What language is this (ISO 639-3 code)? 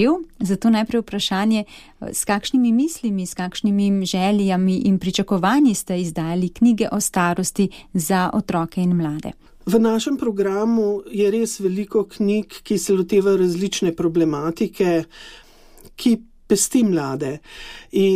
slv